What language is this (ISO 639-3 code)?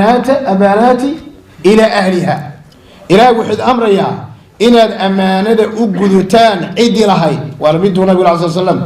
som